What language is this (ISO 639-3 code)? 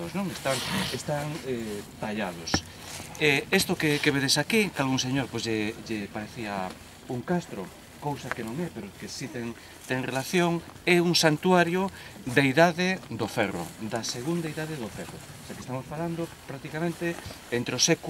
glg